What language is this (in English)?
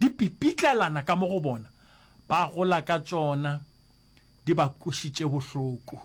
Northern Sotho